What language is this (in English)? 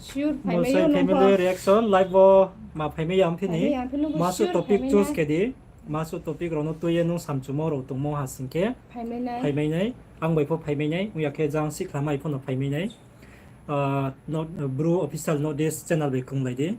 Riang (India)